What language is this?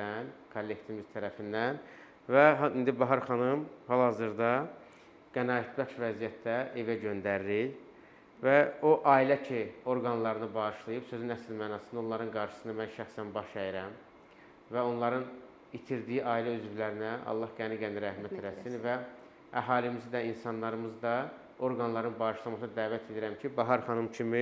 Azerbaijani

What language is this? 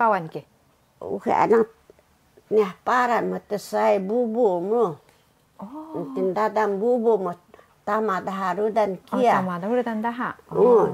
Taroko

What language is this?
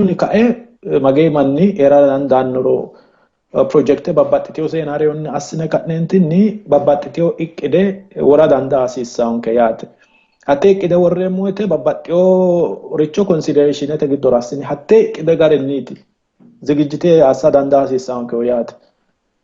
Sidamo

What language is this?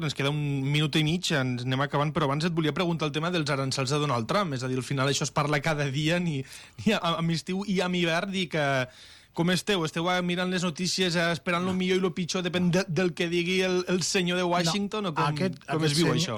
Catalan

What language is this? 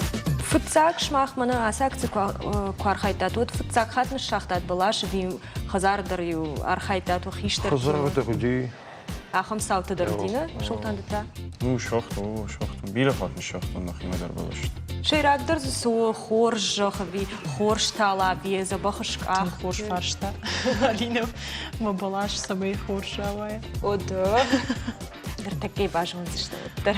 Ossetic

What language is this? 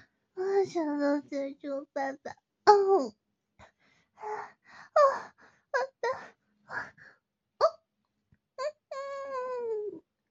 Chinese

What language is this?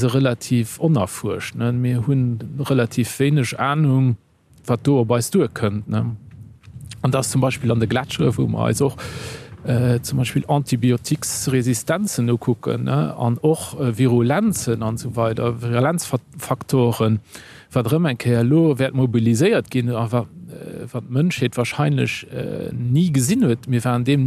Luxembourgish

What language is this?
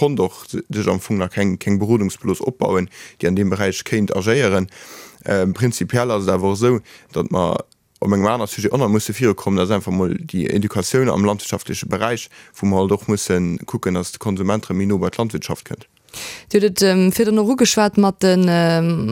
Luxembourgish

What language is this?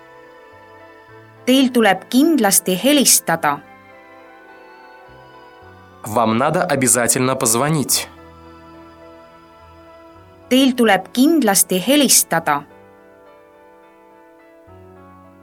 Estonian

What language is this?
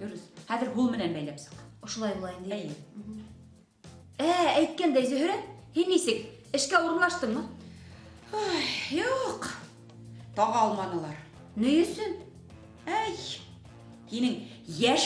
Bashkir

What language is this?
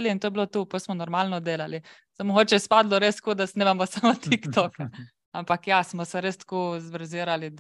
Slovenian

